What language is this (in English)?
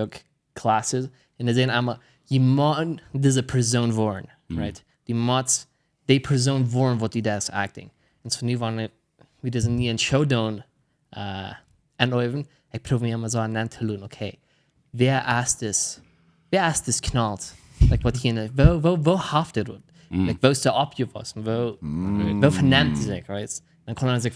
Plautdietsch